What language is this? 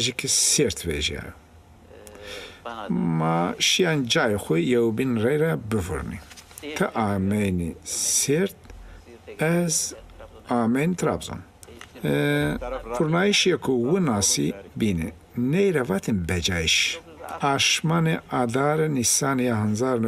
Zaza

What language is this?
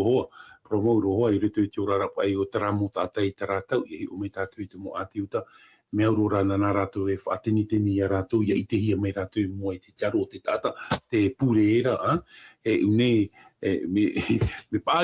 Tahitian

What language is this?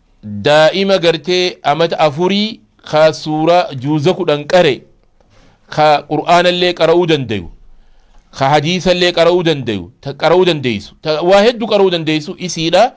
Oromo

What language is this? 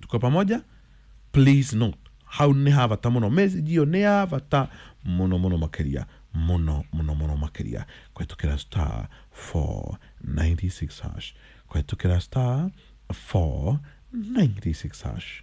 Kikuyu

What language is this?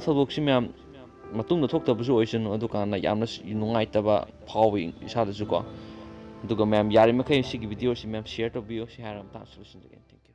Manipuri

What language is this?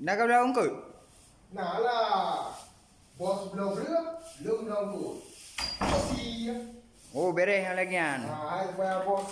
Achinese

